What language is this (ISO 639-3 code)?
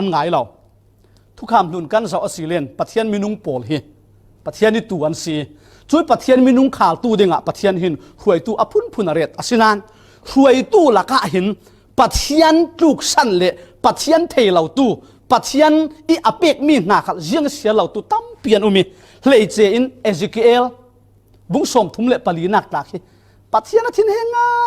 cfm